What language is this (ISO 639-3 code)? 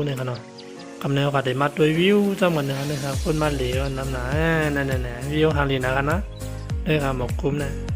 shn